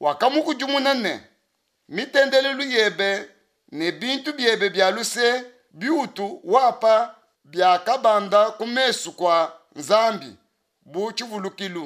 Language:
Luba-Lulua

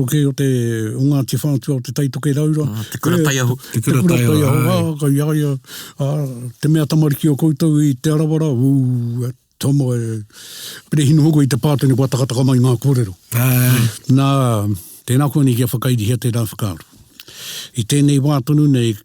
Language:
Māori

